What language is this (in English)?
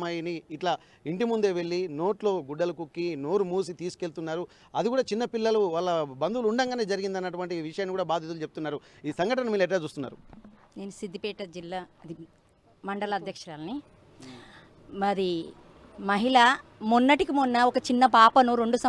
Telugu